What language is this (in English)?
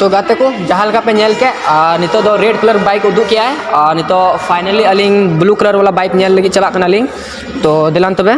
Santali